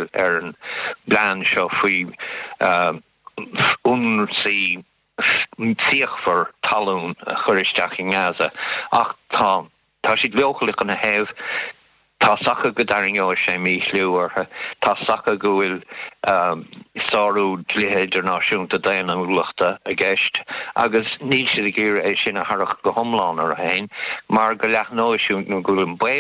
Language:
Irish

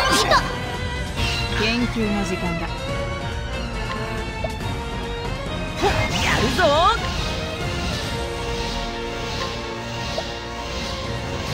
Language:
Japanese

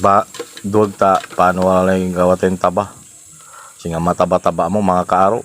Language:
Pangasinan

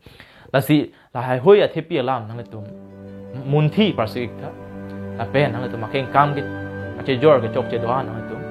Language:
Karbi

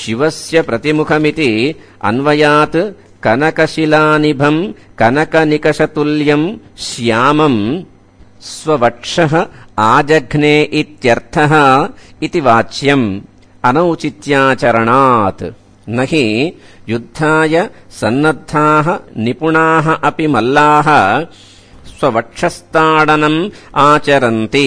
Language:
Sanskrit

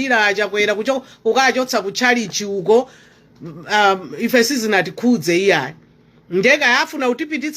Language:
Nyanja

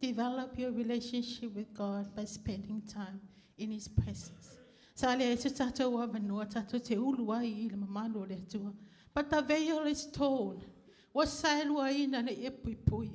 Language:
Samoan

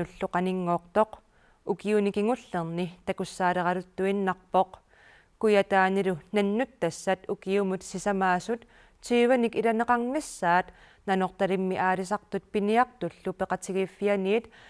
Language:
Kalaallisut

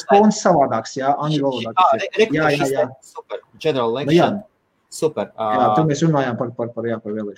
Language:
Latvian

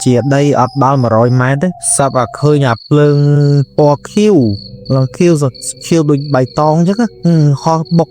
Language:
Khmer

